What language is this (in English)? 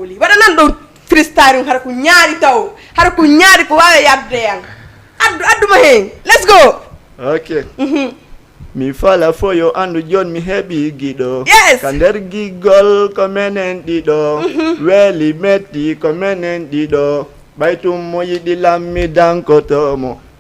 Fula